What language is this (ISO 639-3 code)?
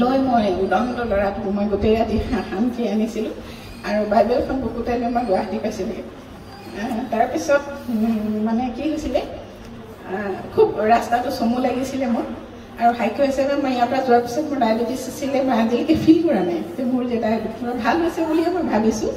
asm